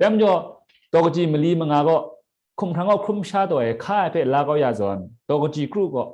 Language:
Kachin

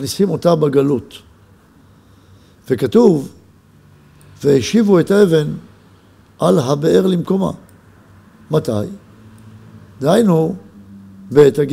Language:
Hebrew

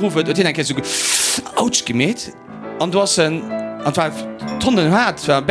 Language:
Luxembourgish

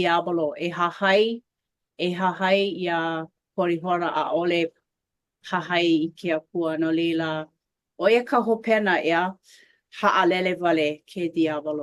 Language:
Hawaiian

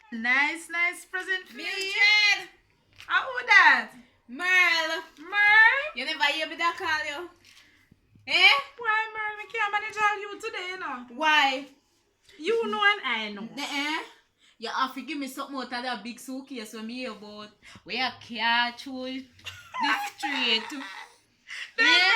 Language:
Jamaican Creole English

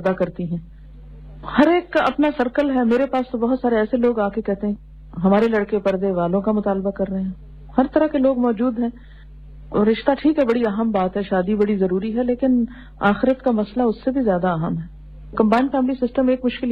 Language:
Urdu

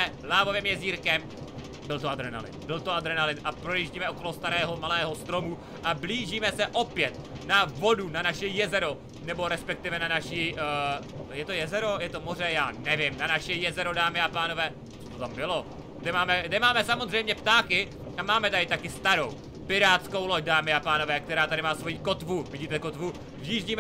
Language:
Czech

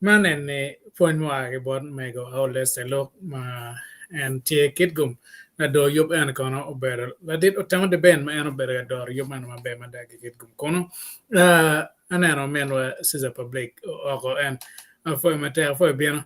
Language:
Acoli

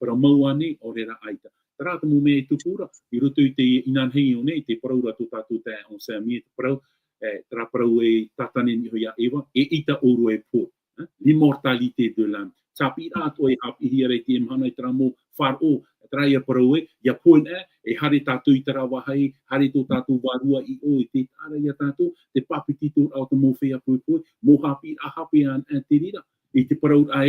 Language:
Tahitian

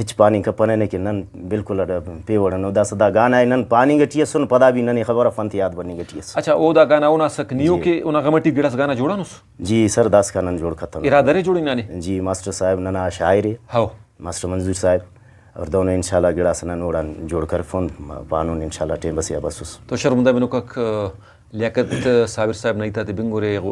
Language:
Brahui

